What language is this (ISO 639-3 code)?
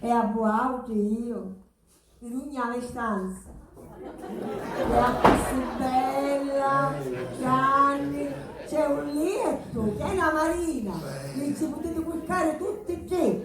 scn